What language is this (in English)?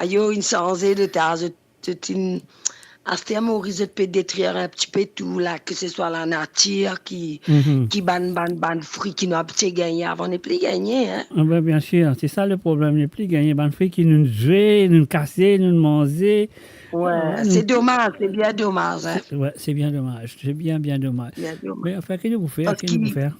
Morisyen